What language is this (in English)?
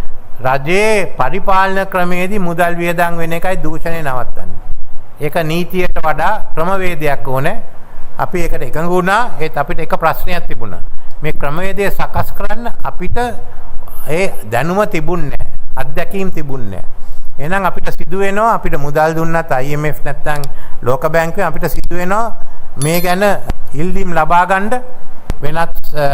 Sinhala